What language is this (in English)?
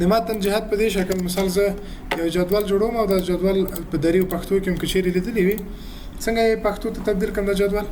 Pashto